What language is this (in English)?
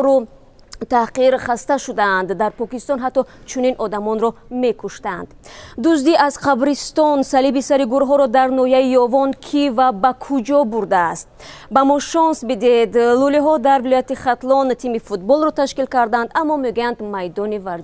Tajik